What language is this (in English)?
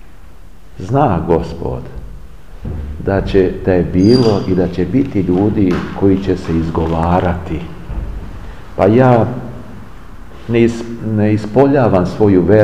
Serbian